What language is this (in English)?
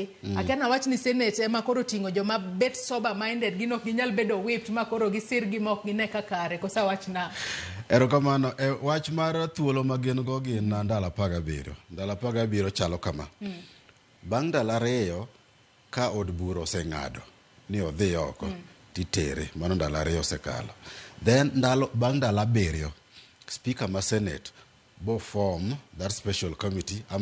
Luo (Kenya and Tanzania)